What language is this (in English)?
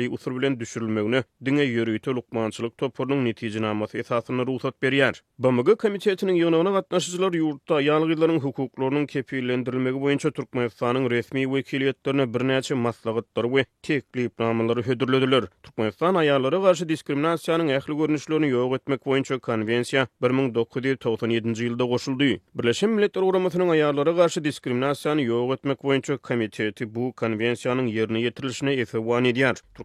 Turkmen